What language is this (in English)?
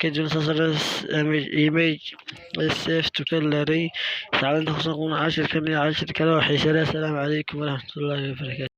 Somali